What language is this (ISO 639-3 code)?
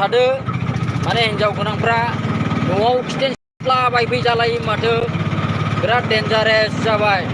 brx